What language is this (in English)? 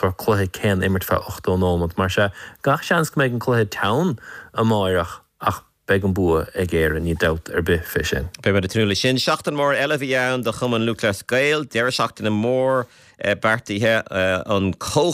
Irish